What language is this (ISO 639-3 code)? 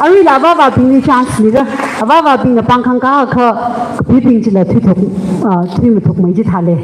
nmf